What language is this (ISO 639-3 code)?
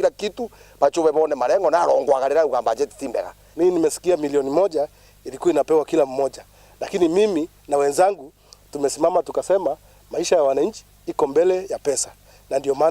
mer